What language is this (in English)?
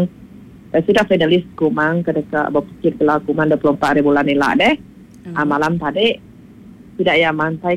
Iban